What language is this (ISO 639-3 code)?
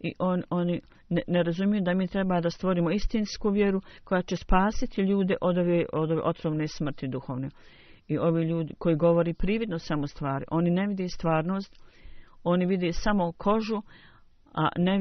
bos